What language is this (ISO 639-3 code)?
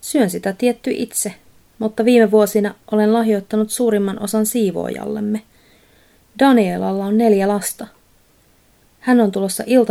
fin